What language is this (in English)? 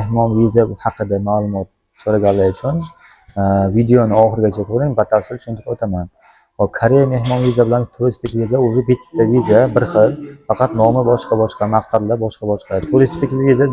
Uzbek